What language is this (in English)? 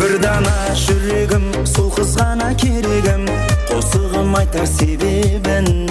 Kara-Kalpak